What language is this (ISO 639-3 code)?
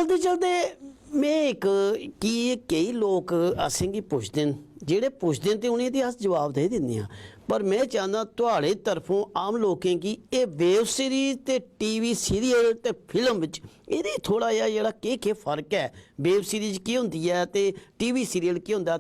doi